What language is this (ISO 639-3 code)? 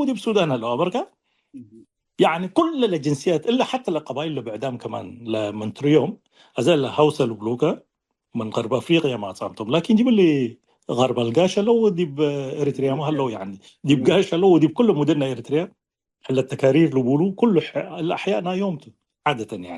tig